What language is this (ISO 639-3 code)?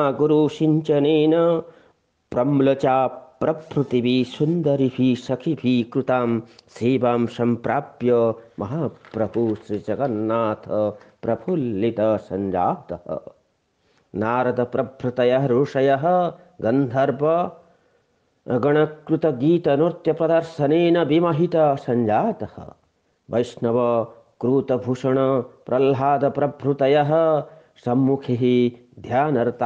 san